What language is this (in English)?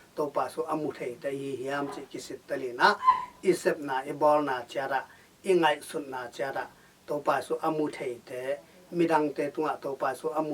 Tedim Chin